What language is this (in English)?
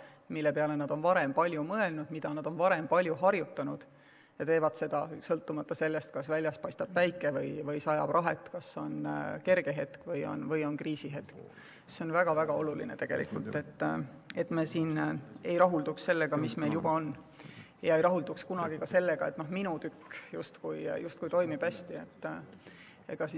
Estonian